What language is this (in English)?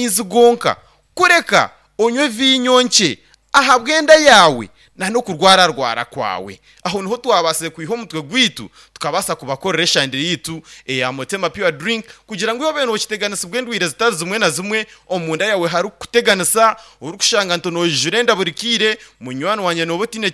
Nyankole